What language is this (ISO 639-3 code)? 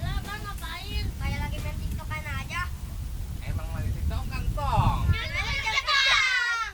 bew